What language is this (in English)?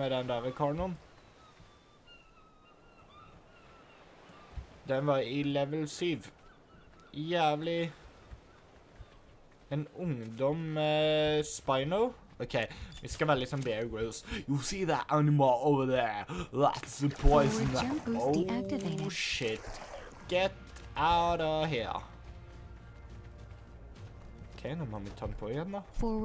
Norwegian